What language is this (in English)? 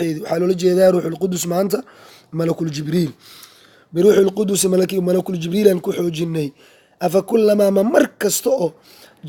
Somali